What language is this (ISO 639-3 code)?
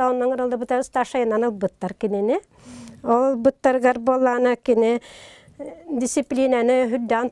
sah